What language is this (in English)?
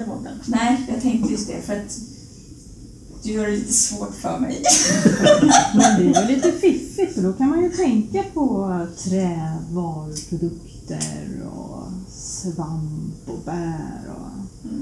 Swedish